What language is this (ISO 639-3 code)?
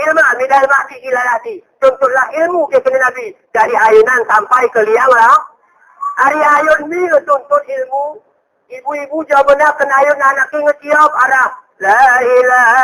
gay